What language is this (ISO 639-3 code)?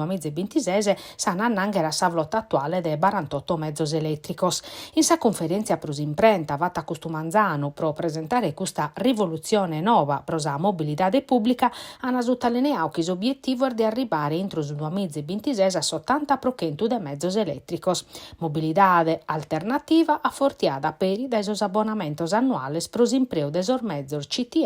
srd